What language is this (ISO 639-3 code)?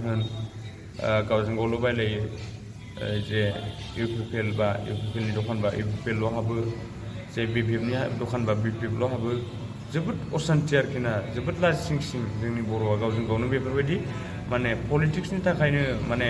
brx